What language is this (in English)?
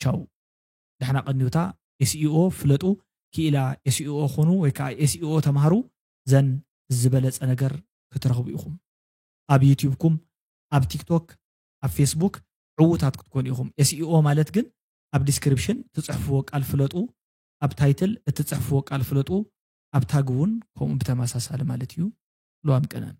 Tigrinya